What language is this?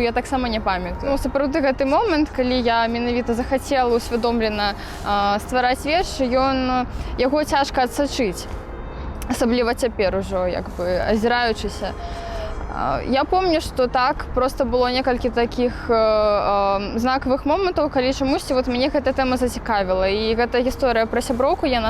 Belarusian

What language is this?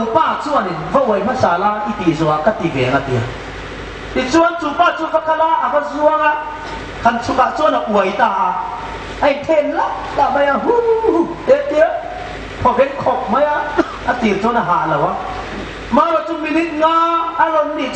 Hmar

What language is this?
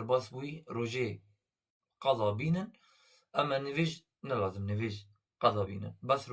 Kurdish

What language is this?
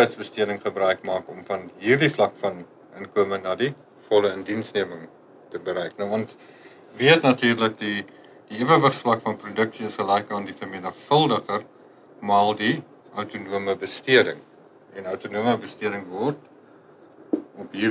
Afrikaans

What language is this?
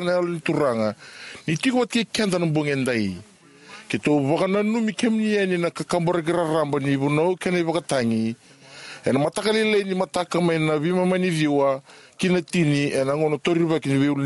Fijian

